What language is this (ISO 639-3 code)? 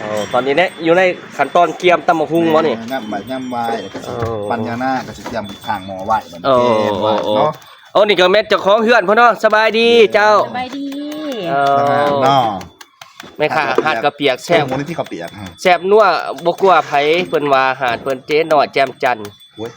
tts